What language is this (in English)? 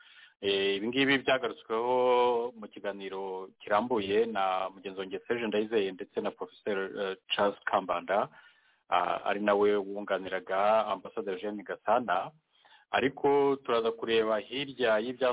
Kinyarwanda